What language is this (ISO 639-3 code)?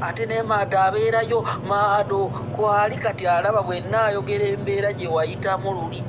lug